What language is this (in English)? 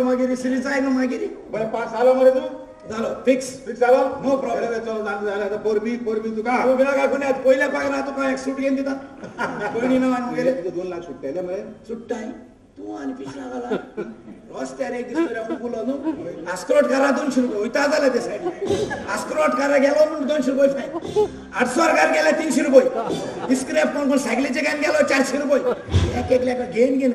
Konkani